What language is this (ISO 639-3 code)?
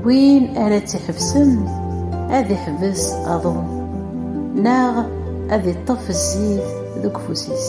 kab